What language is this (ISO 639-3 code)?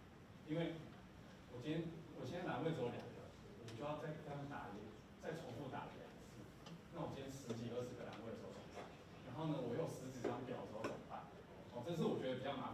zho